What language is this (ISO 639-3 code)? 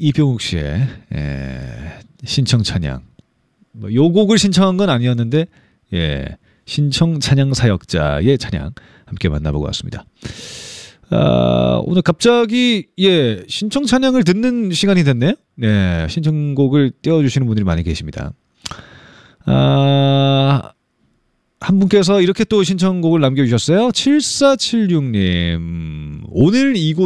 kor